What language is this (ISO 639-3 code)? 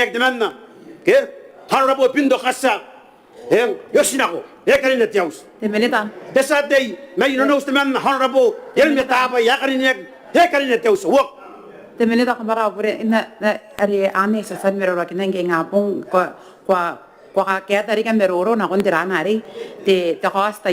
gil